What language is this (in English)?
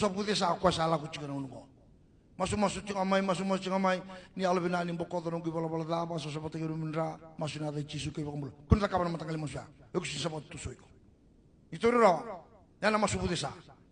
Fijian